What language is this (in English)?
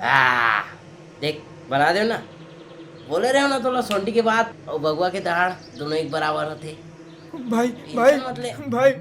Chhattisgarhi